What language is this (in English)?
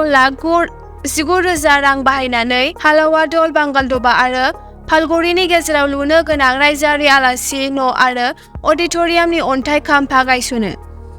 Bodo